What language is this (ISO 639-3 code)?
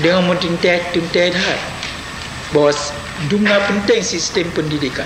ace